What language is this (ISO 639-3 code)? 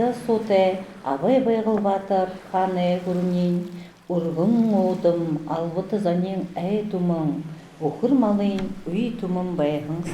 bua